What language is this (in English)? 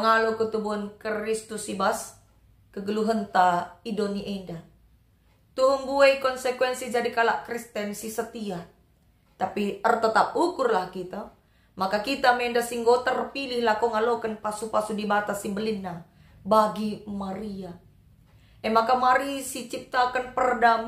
Batak Karo